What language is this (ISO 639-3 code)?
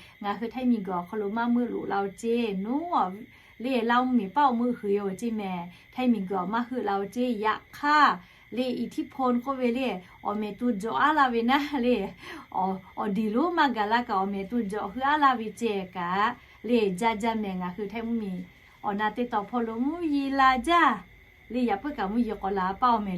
lhu